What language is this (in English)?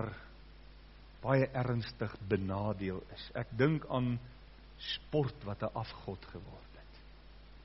Afrikaans